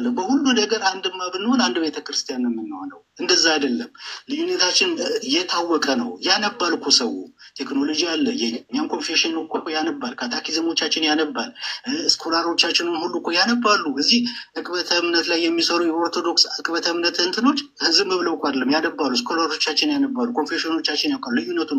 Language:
Amharic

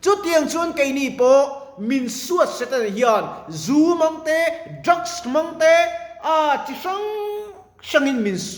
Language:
Mizo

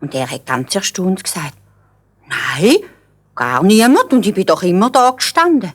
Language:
Swiss German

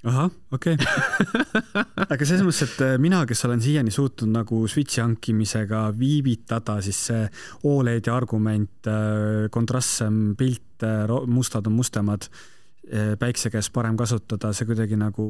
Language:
Estonian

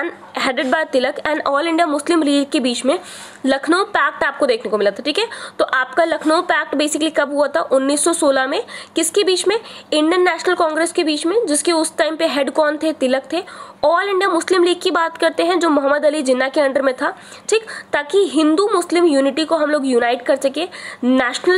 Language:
Hindi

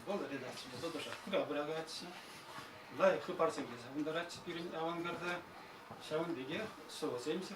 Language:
Chuvash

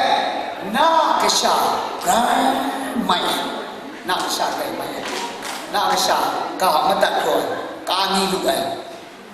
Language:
Kachin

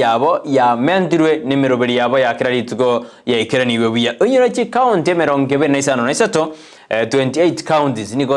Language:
Gusii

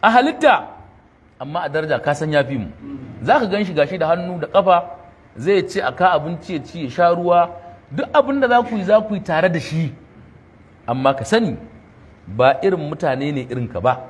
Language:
Hausa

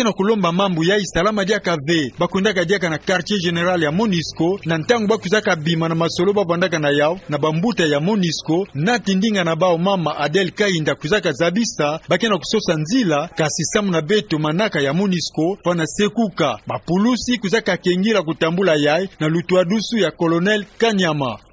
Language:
Kituba (Democratic Republic of Congo)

